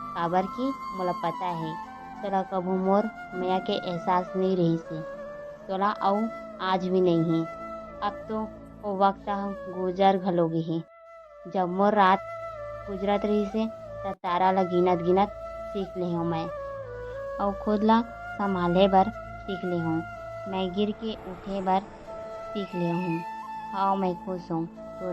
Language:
Chhattisgarhi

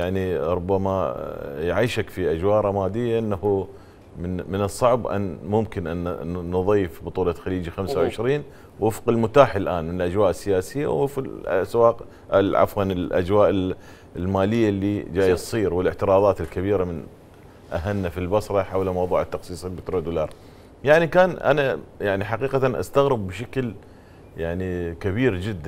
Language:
Mesopotamian Arabic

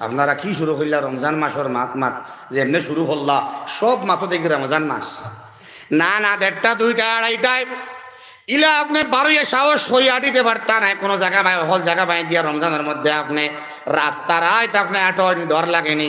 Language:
Sylheti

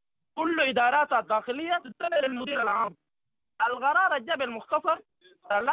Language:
Sudanese Arabic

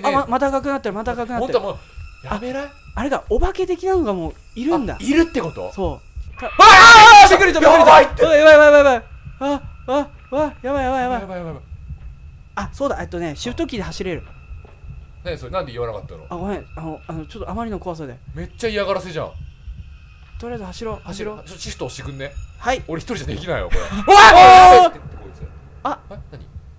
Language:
Japanese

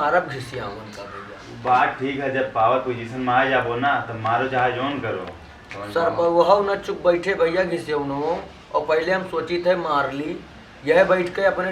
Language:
Awadhi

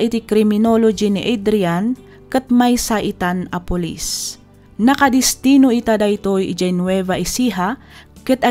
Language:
Iloko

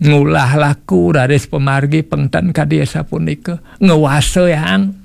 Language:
Balinese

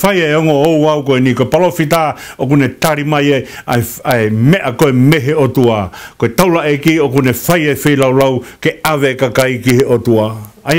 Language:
Tongan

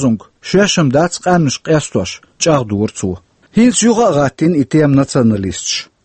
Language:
Chechen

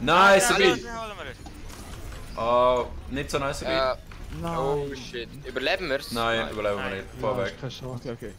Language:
Swiss German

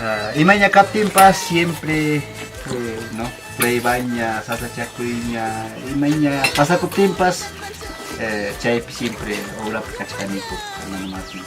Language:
Ayacucho Quechua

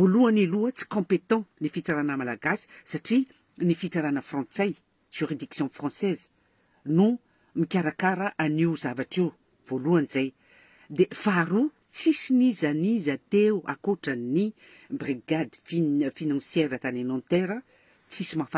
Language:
Malagasy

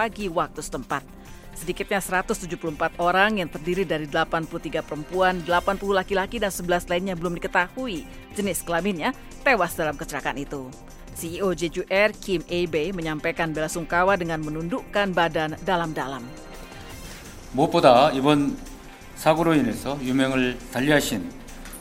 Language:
Indonesian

